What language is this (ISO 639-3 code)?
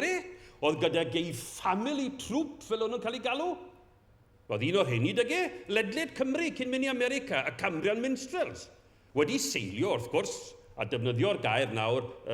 cym